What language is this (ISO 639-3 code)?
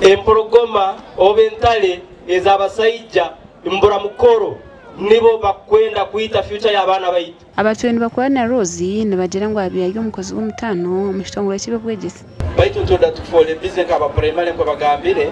nyn